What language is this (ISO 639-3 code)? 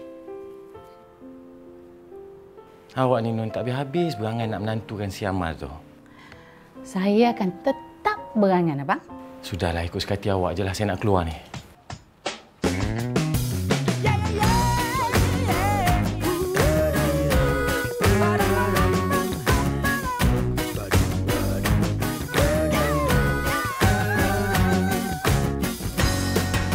msa